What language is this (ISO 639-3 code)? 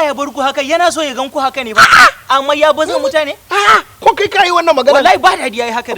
hau